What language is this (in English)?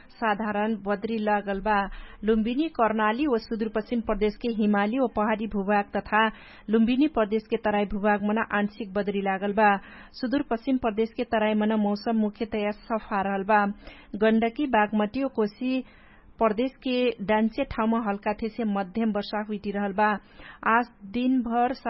Dangaura Tharu